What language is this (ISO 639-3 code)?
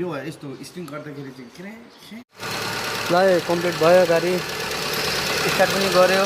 nep